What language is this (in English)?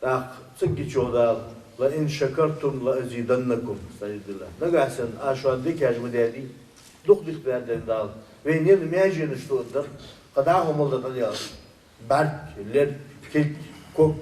Ingush